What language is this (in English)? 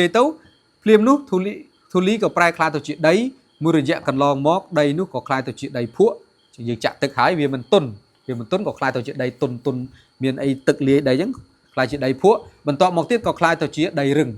Khmer